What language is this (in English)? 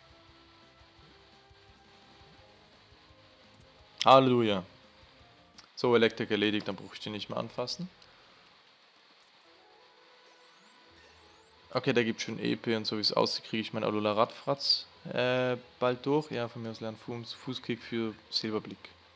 German